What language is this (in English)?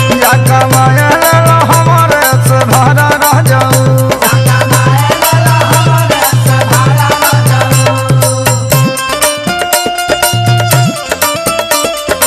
Bhojpuri